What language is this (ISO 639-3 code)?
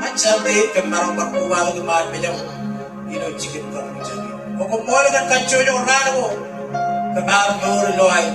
mah